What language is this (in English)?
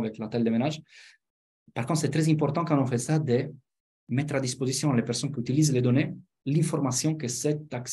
French